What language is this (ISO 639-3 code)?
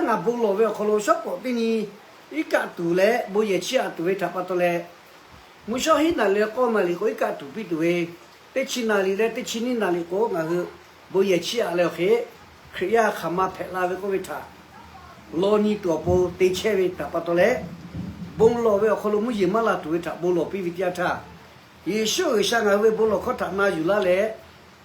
lhu